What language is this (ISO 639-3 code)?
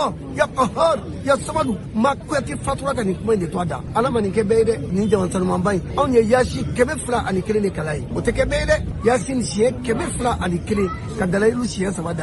bam